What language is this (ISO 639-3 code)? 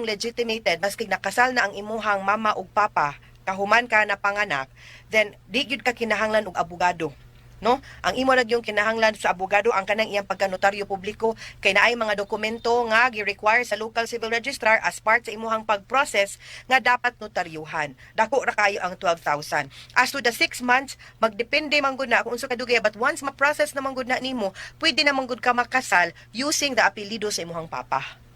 ceb